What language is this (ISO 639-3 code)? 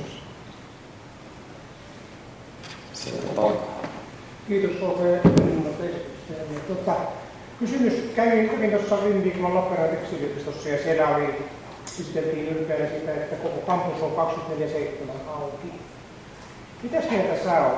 fin